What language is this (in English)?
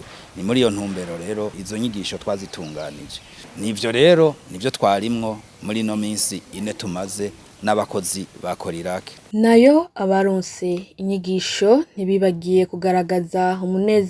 Rundi